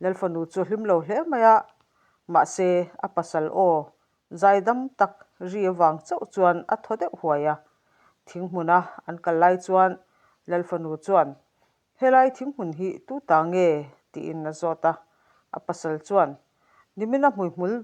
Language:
Mizo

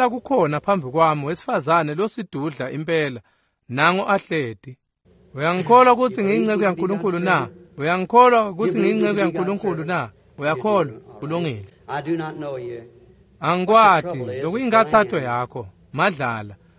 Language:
Swati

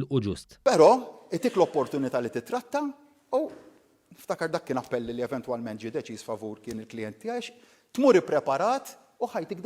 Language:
Maltese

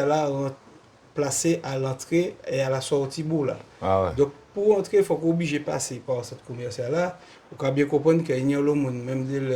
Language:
Guadeloupean Creole French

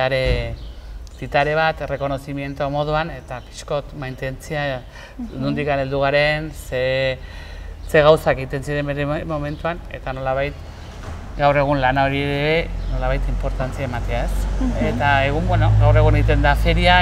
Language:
Basque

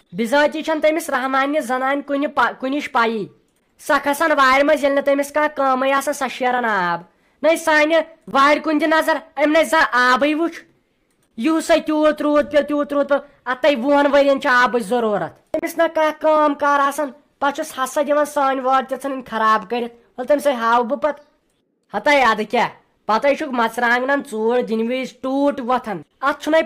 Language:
Kashmiri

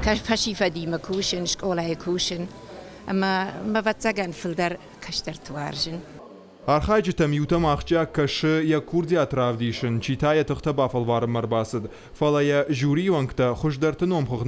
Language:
Ossetic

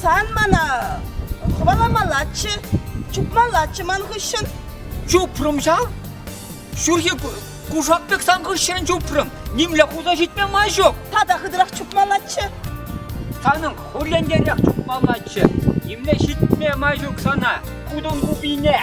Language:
Chuvash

